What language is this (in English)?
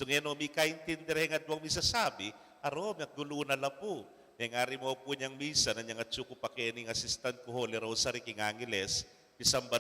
Pampanga